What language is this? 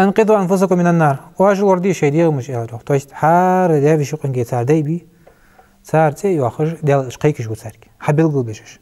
Ingush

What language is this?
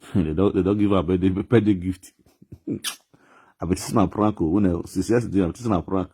Nigerian Pidgin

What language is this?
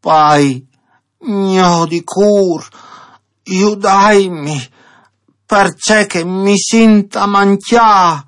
Friulian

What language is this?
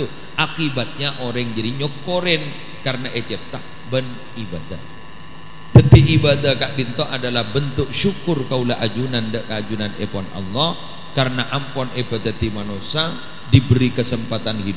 Madurese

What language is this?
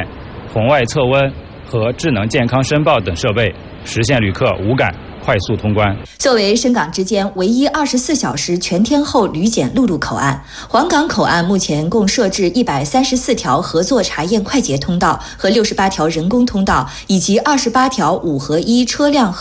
Chinese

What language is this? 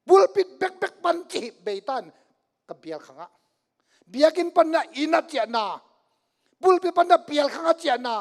Tedim Chin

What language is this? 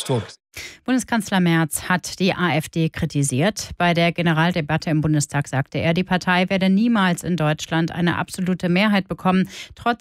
German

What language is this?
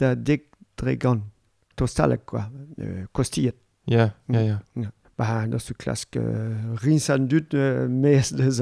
Breton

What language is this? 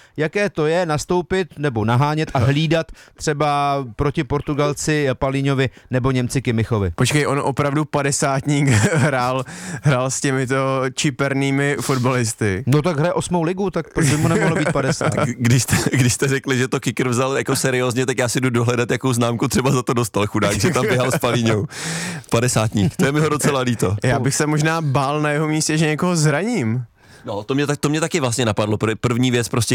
Czech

